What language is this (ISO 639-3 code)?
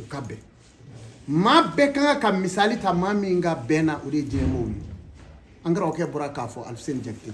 bam